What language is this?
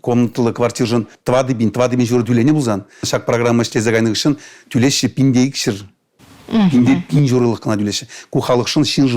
Chuvash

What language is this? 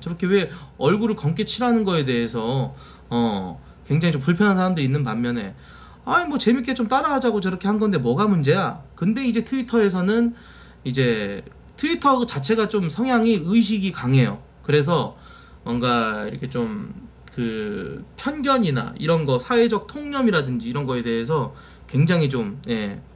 Korean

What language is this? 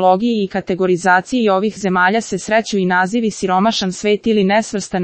Serbian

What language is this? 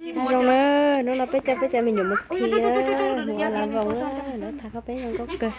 Hmong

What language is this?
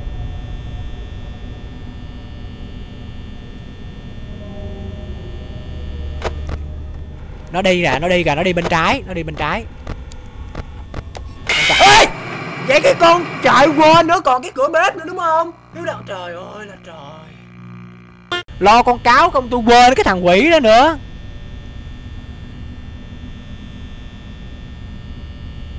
Vietnamese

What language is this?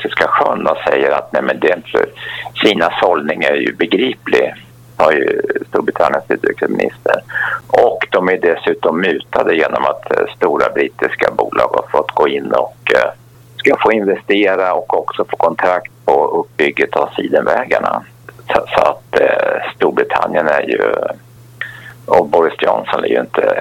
Swedish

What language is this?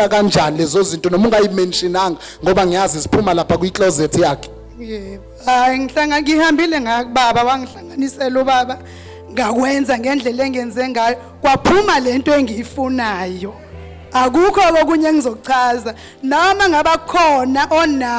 Zulu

